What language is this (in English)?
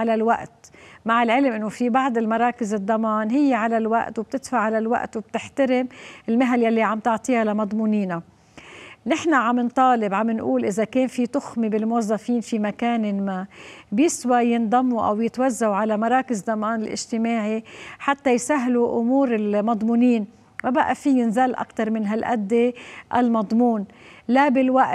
North Levantine Arabic